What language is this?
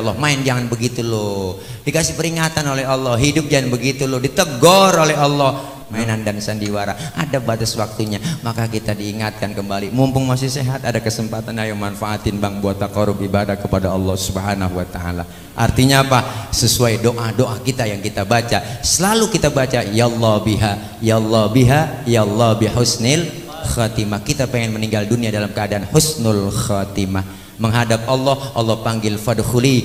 Betawi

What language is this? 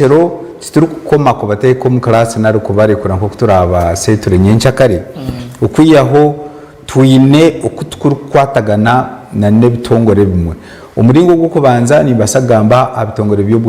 Nyankole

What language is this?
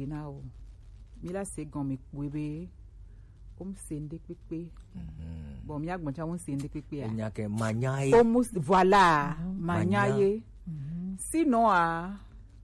Gen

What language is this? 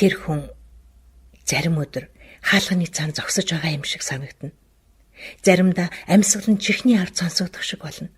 Mongolian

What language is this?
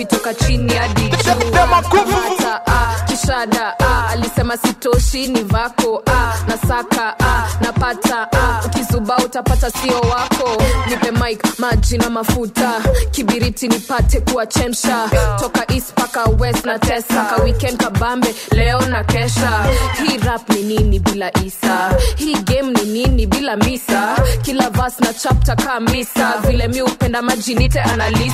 Swahili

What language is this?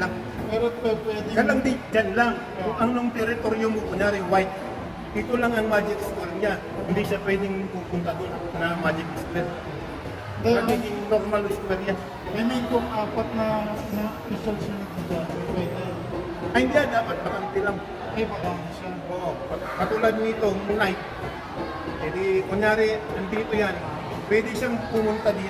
Filipino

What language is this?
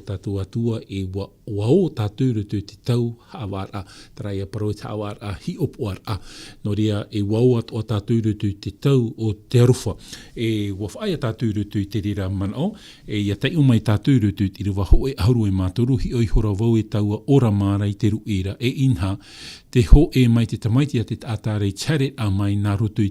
Tahitian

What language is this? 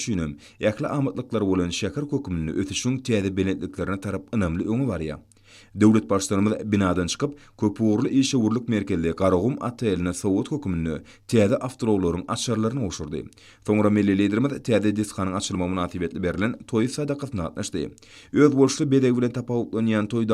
Turkmen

